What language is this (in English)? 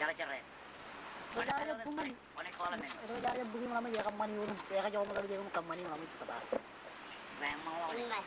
Marshallese